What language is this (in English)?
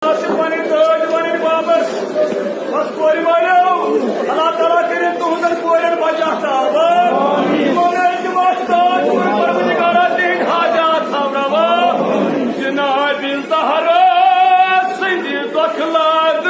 Kashmiri